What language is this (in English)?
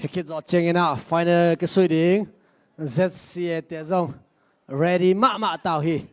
Tedim Chin